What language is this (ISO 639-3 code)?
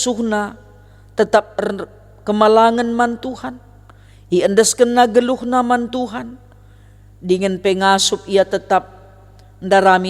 btx